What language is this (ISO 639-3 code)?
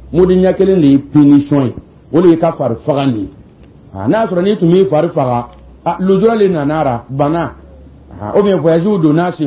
dyu